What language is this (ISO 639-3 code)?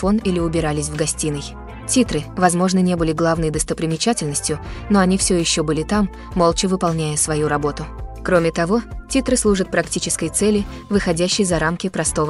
rus